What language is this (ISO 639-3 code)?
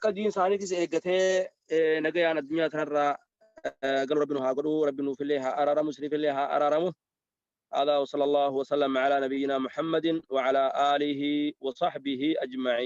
orm